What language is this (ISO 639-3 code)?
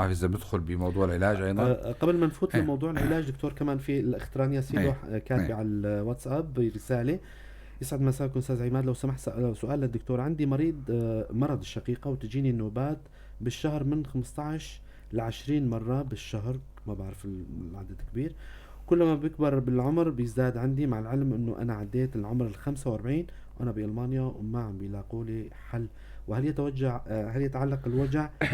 apc